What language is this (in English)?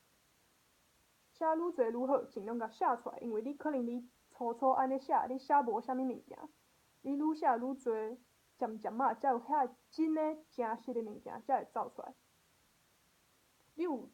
Min Nan Chinese